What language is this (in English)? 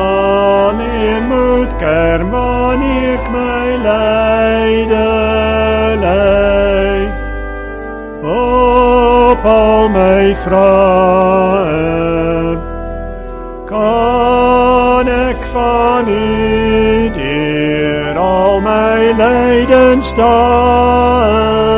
Afrikaans